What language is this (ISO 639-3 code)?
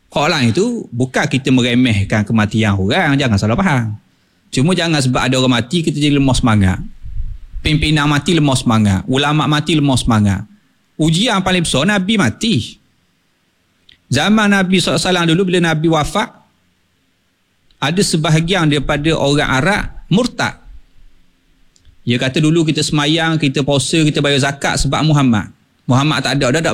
msa